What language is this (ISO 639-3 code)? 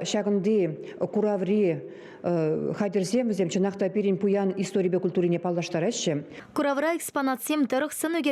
chv